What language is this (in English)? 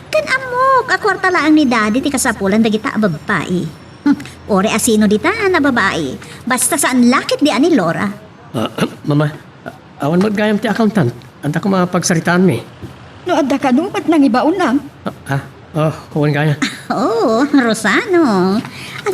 Iloko